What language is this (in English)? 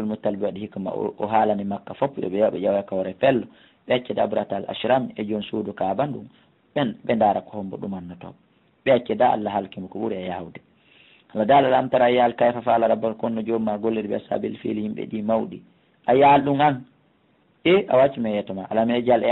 Fula